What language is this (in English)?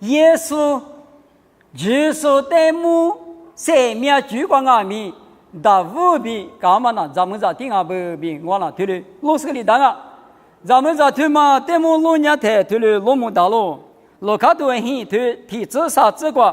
Lisu